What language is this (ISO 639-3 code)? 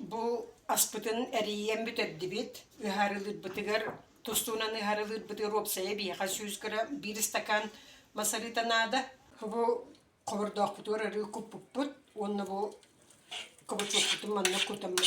sah